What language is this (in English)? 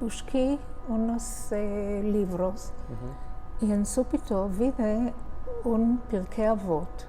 Ladino